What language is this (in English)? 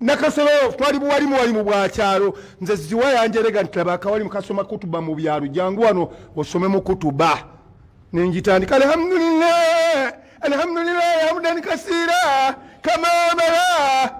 Ganda